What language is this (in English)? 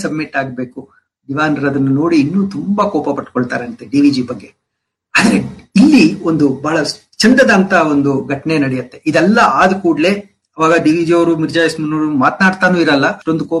Kannada